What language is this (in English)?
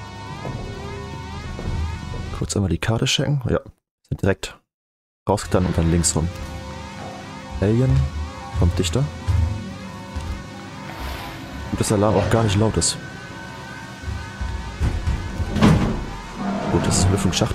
German